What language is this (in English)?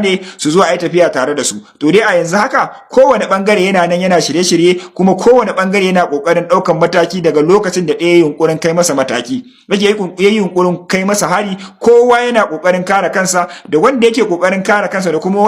Hausa